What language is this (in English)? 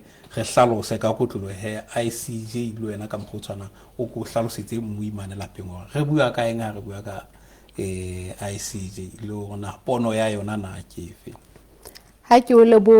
Southern Sotho